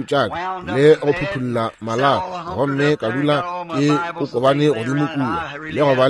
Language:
Northern Sotho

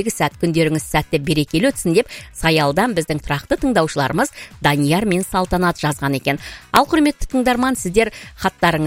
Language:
Kazakh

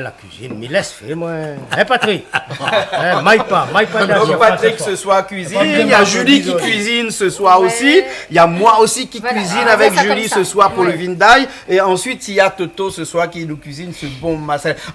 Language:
Réunion Creole French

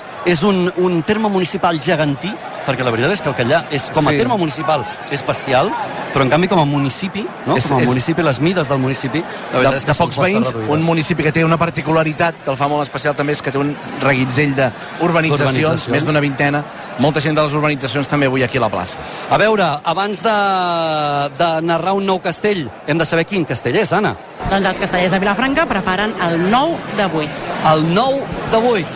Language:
Catalan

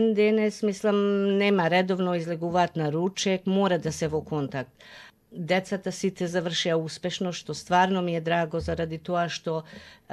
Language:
Macedonian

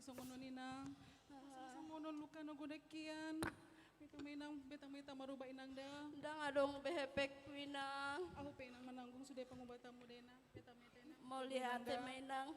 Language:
Batak Toba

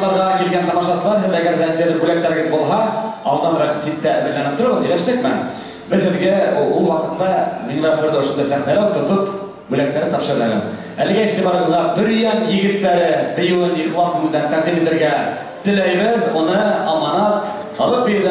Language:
Bashkir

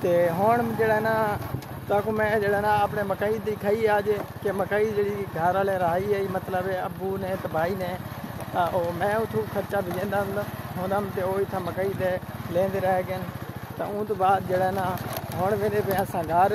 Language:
Saraiki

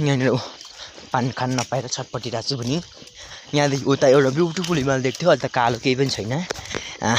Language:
Nepali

